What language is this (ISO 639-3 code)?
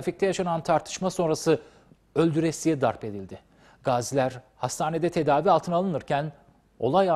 tur